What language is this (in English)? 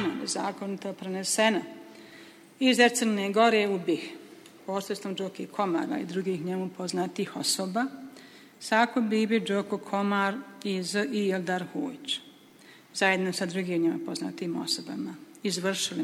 Bosnian